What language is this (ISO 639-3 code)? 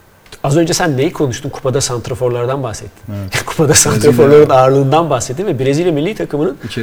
tur